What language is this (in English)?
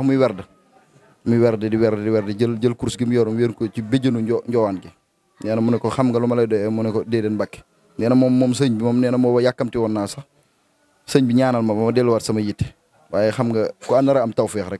Wolof